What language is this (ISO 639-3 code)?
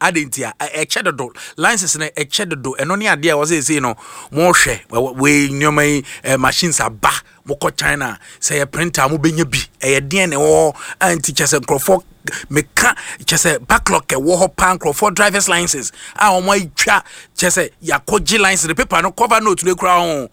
aka